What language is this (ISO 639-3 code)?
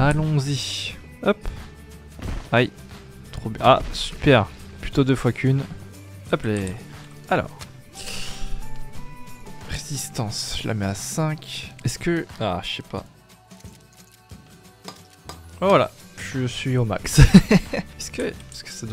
fra